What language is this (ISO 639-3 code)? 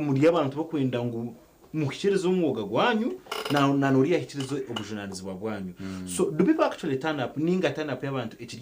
nyn